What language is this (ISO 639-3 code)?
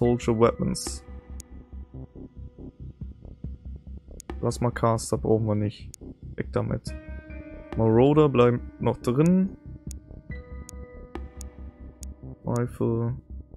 deu